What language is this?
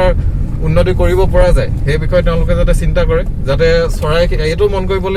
Assamese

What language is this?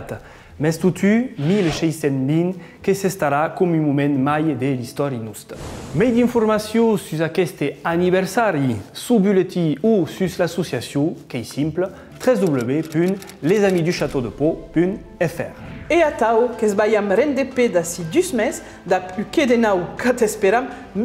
Occitan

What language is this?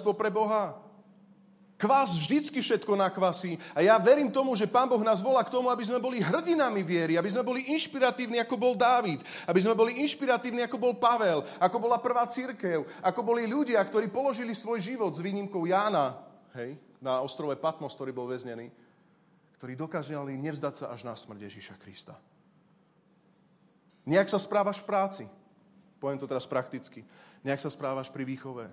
Slovak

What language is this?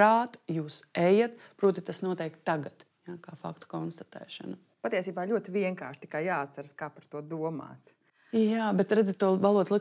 Latvian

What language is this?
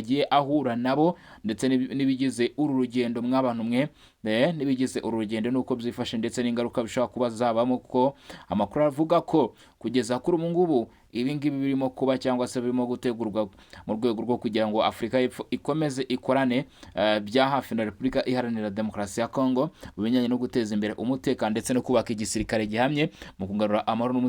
Kinyarwanda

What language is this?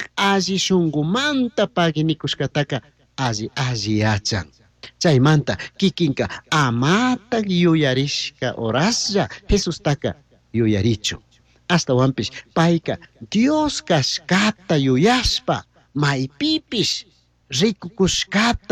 Chimborazo Highland Quichua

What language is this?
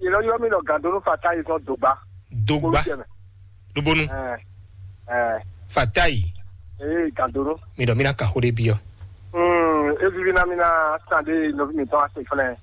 Fon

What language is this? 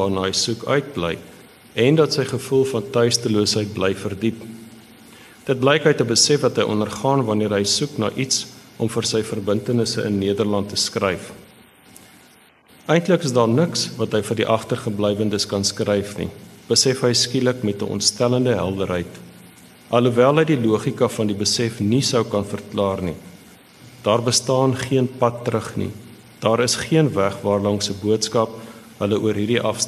Afrikaans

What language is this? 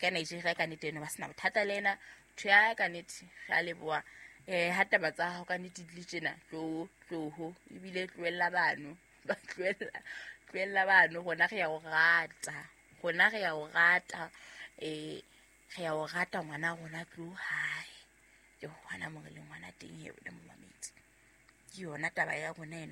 Southern Sotho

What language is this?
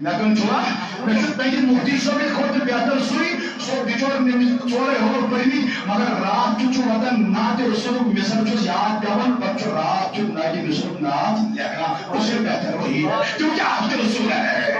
Kashmiri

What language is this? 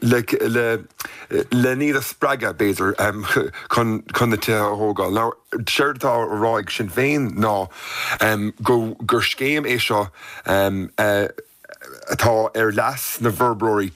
Irish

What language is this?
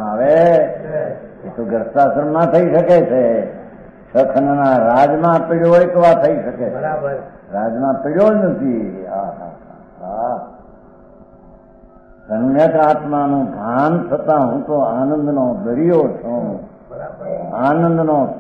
Gujarati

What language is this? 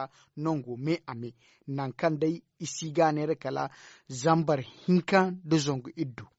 Zarma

